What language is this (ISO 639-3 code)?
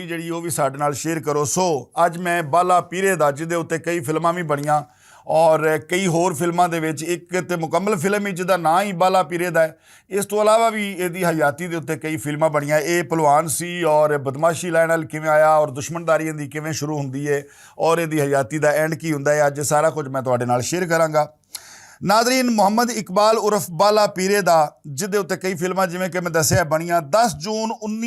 lah